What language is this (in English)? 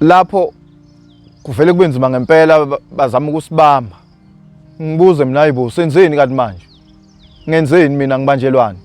Zulu